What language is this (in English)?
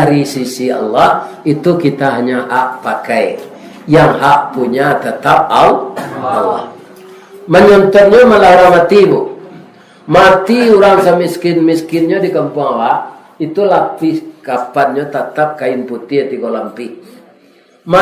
Minangkabau